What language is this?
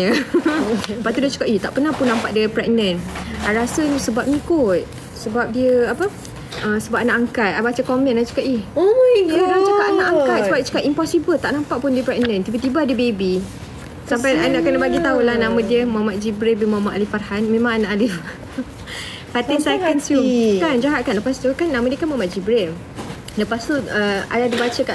Malay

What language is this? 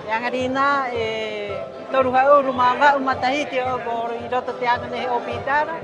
Rapanui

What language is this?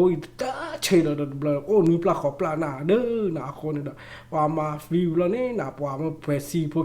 S'gaw Karen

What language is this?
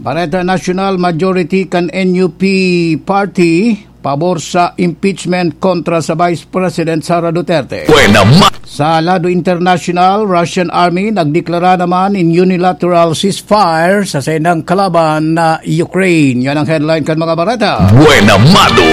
Bikol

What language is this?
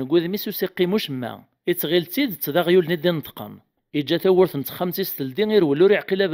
Kabyle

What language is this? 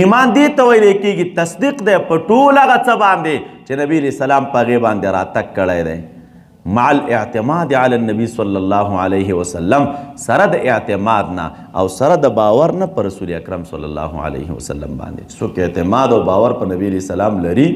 Pashto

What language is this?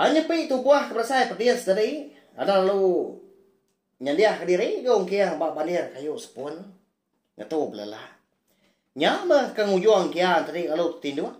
Iban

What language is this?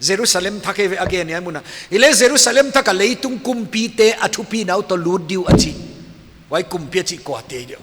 Paite Chin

